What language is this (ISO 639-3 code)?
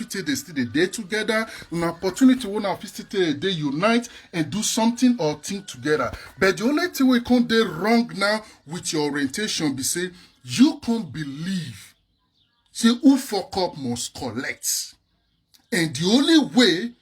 pcm